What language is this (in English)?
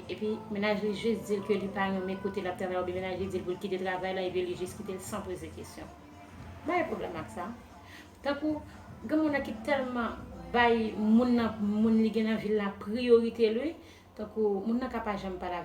Haitian Creole